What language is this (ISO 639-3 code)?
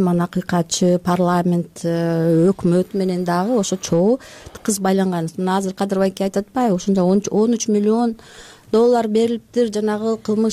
kir